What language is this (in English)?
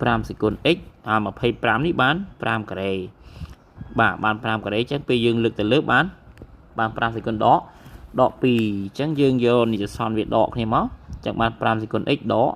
Khmer